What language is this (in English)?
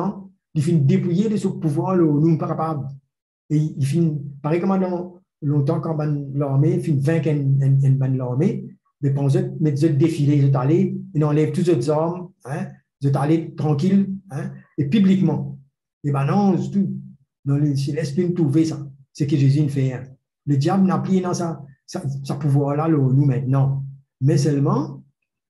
Morisyen